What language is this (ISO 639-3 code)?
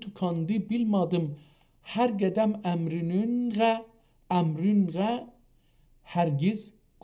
azb